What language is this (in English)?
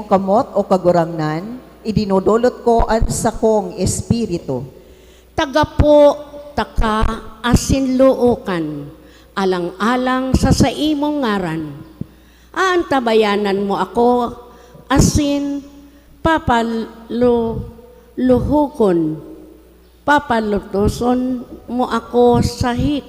Bikol